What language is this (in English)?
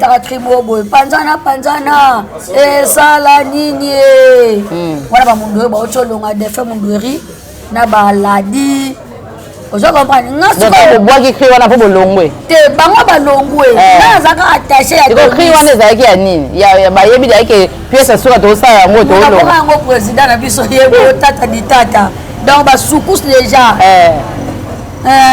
Lingala